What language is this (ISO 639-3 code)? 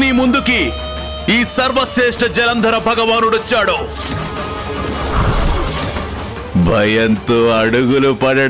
tel